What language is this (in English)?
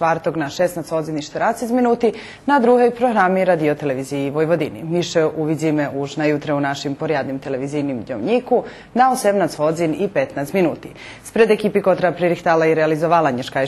Rusyn